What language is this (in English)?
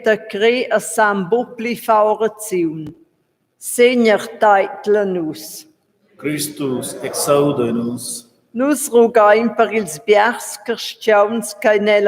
Romansh